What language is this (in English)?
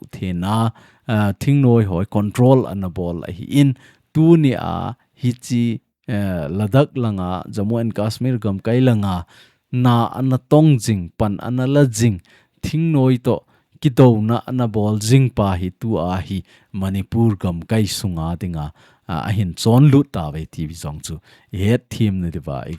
Thado Chin